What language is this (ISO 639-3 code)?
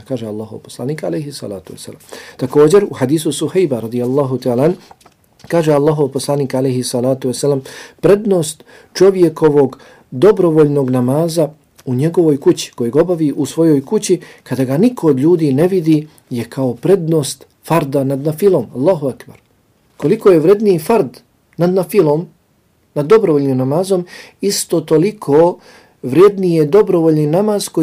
bos